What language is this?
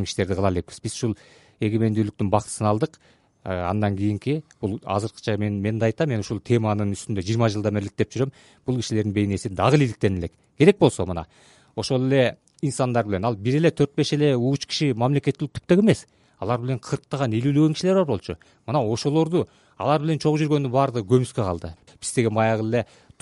Kyrgyz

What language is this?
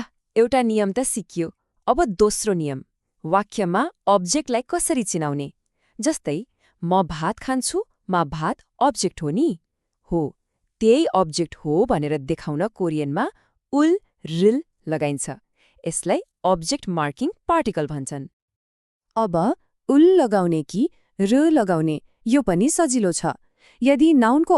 Nepali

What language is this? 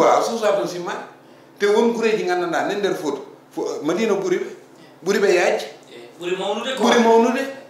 Fula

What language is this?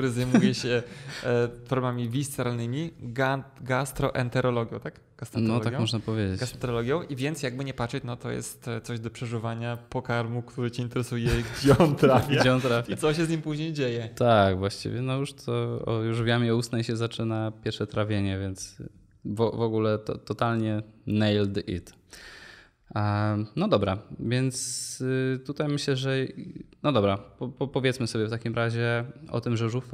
Polish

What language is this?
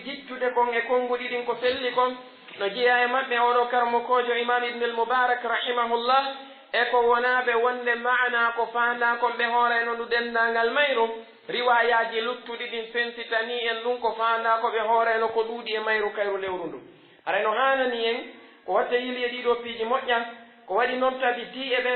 Pular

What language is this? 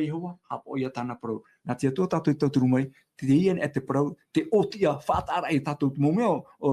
Tahitian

